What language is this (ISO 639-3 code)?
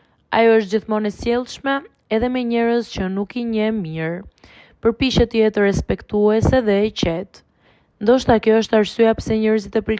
sqi